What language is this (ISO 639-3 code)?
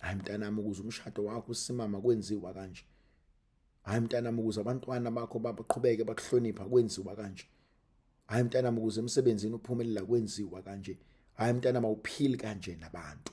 zul